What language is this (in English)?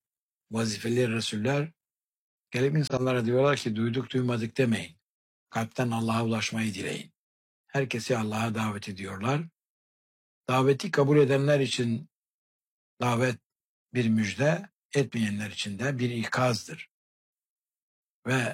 Turkish